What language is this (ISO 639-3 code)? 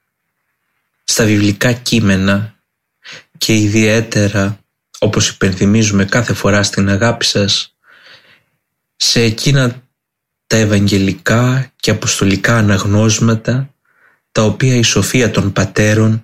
ell